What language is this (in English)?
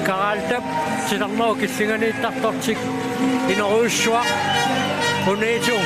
Kalaallisut